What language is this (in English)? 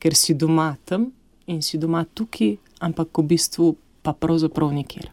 Slovenian